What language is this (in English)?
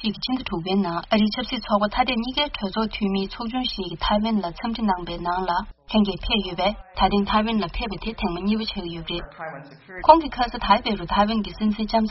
Tibetan